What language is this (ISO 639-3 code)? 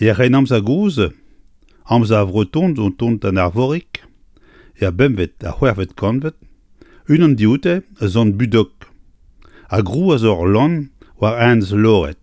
bre